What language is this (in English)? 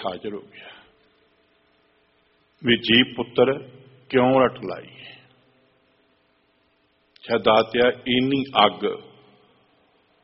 Punjabi